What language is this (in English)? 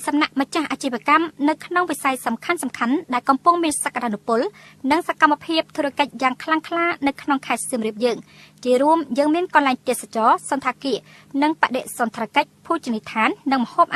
Khmer